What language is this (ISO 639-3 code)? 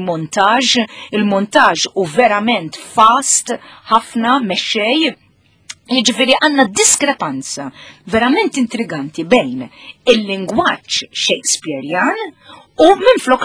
mlt